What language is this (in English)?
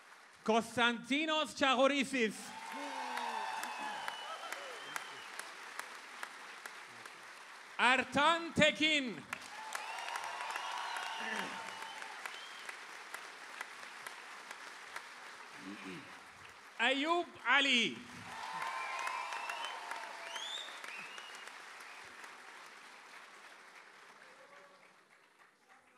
Greek